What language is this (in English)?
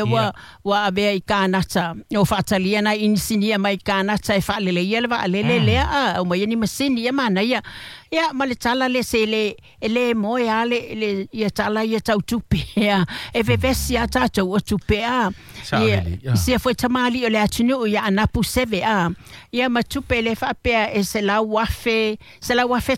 Samoan